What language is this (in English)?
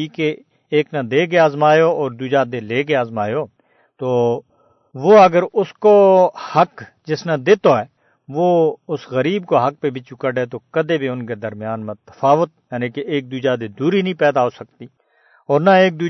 Gujari